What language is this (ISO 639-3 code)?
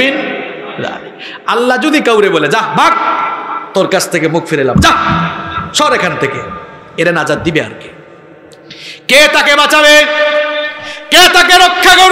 ben